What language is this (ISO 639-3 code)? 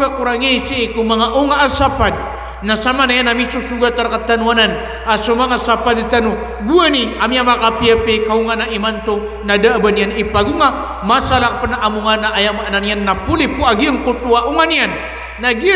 mrw